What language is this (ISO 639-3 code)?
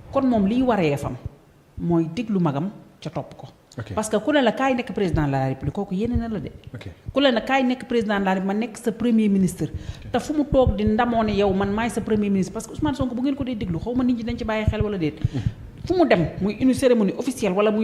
wol